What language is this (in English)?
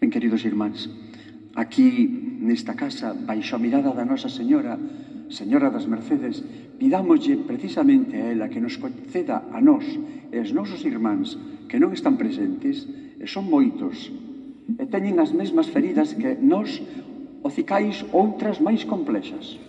Galician